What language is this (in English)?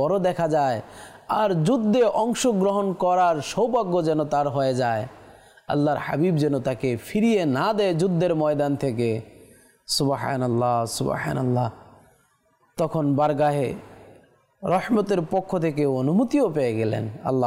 Bangla